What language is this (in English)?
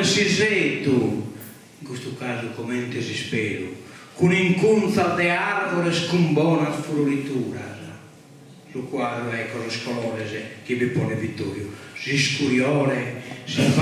Sardinian